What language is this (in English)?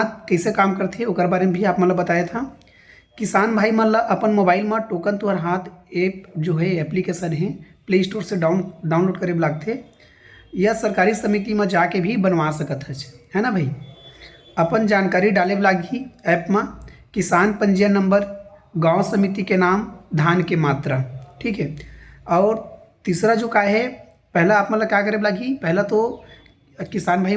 Chhattisgarhi